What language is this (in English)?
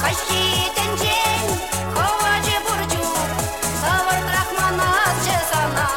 Chuvash